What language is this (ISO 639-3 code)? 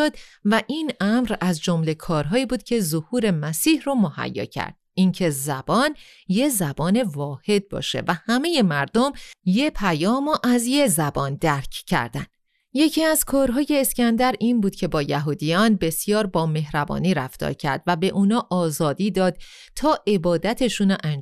fas